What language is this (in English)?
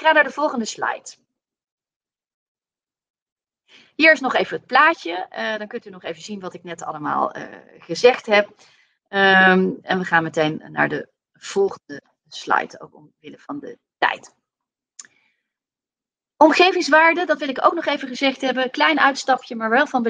Dutch